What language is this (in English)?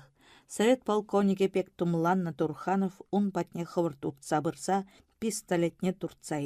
Chuvash